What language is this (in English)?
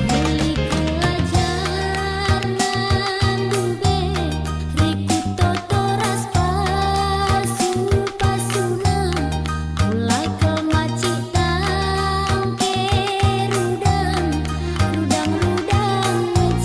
Batak Karo